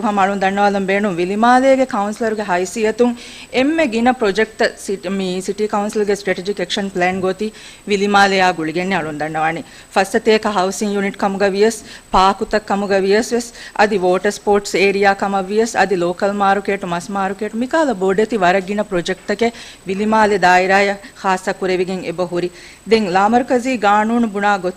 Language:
Divehi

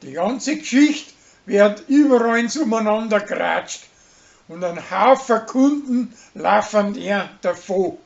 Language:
Bavarian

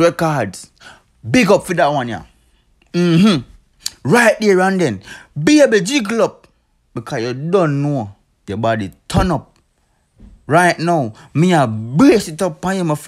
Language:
Jamaican Creole English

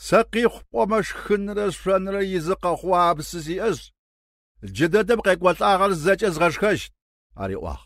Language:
Adyghe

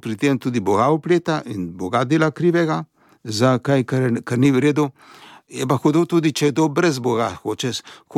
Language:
Slovenian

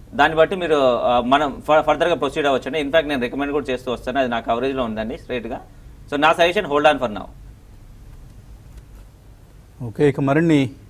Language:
Telugu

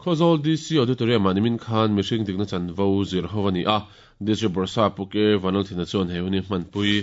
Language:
Mizo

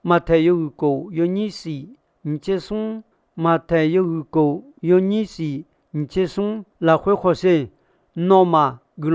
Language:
Akha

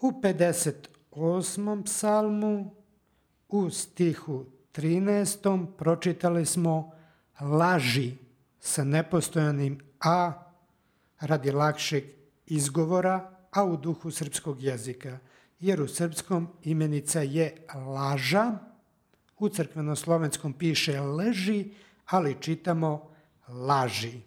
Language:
Serbian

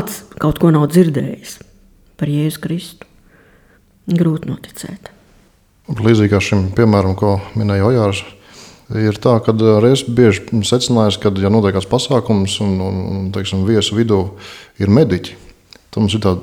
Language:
Latvian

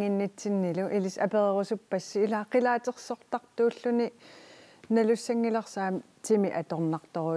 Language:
Kalaallisut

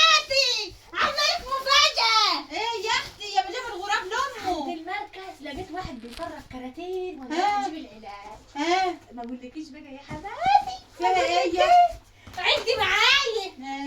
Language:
Egyptian Arabic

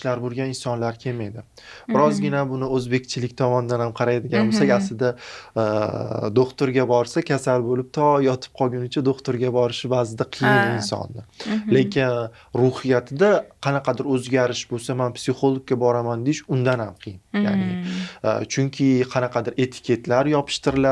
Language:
Uzbek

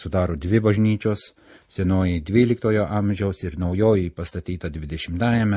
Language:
Lithuanian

